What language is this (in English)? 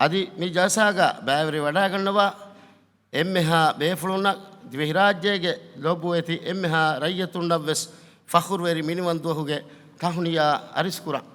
Divehi